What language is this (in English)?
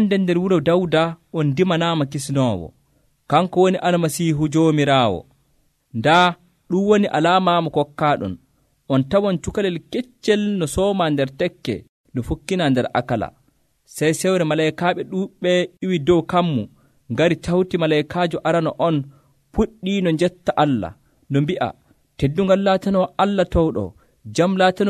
Nigerian Fulfulde